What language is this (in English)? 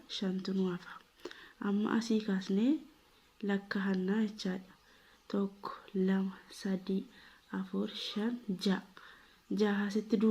Oromo